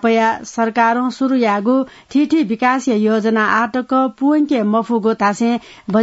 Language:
Newari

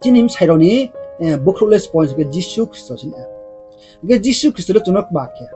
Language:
Riang (India)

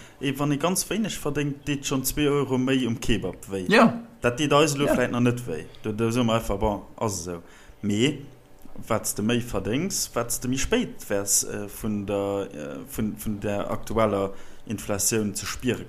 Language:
Luxembourgish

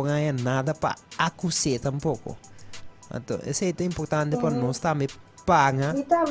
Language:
Papiamento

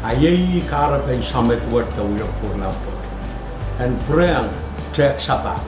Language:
Pohnpeian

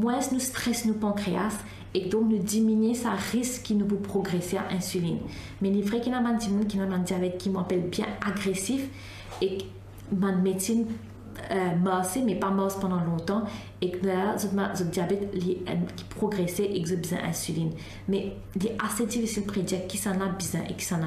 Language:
Morisyen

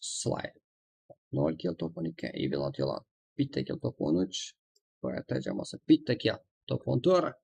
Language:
Kara-Kalpak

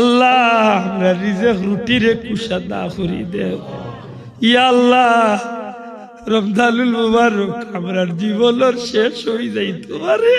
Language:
Sylheti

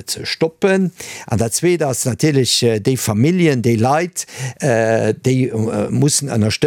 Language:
Luxembourgish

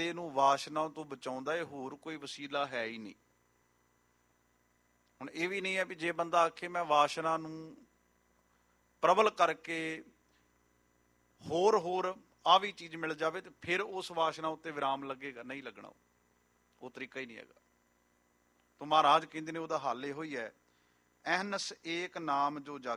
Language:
Punjabi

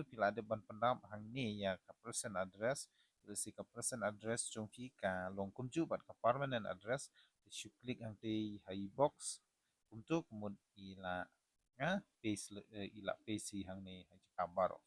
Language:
Khasi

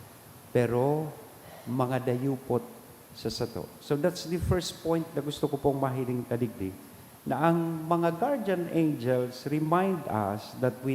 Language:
Bikol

